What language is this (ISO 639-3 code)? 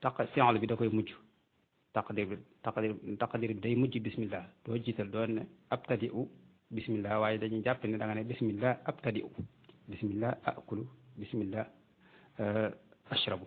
wol